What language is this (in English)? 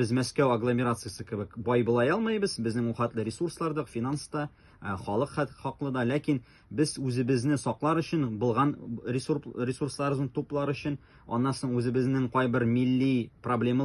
Tatar